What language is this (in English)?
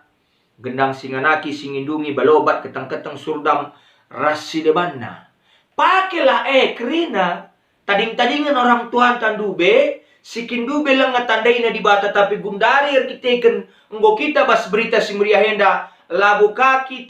Batak Karo